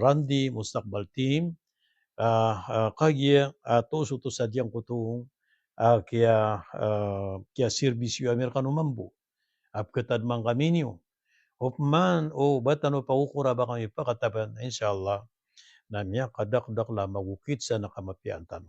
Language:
Maranao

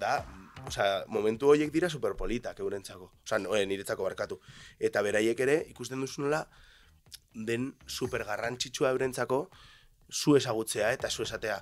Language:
Basque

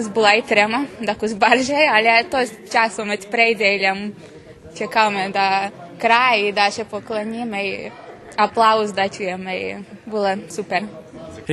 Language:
Rusyn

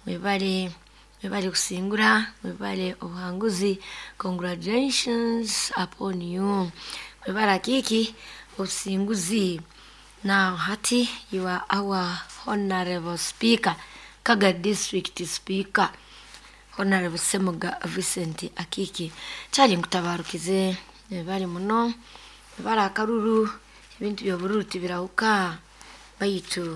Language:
Nyoro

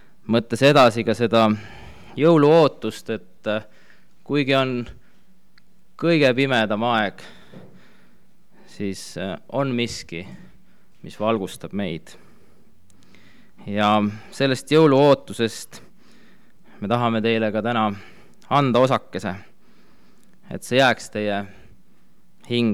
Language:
Estonian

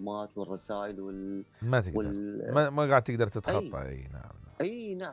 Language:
Mesopotamian Arabic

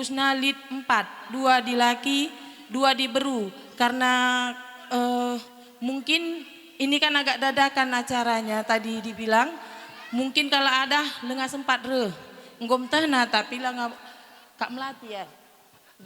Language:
Batak Karo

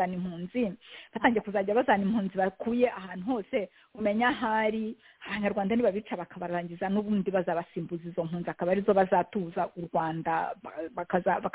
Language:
Kinyarwanda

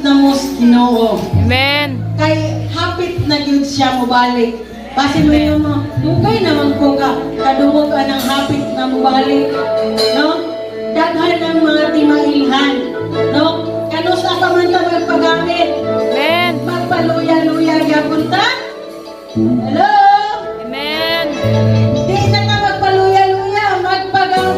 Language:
Cebuano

